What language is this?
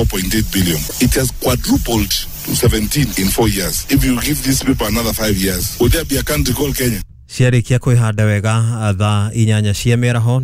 Kikuyu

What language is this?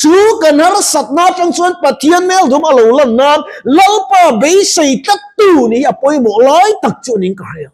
Mizo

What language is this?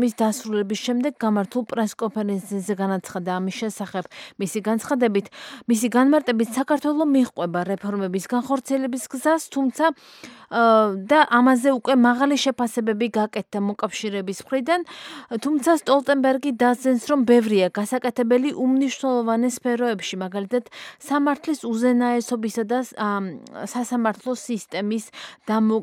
Georgian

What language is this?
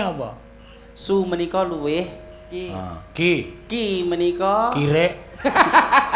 Javanese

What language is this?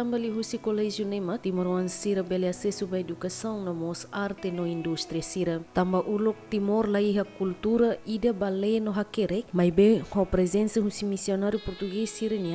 Tetum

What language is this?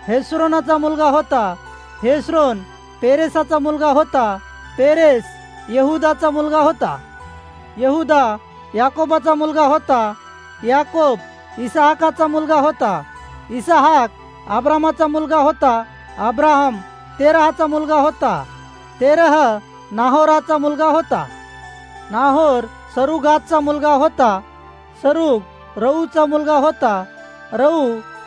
Marathi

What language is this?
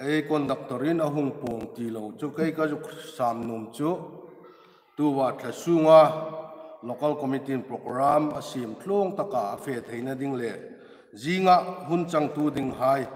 Hmar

